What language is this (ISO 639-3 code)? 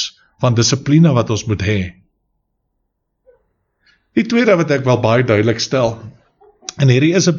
afr